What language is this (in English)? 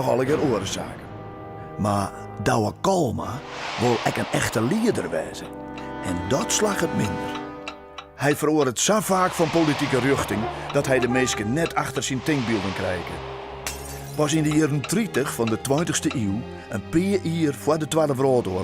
Western Frisian